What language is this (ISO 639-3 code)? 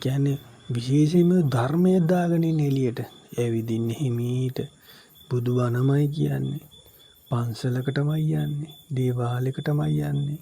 sin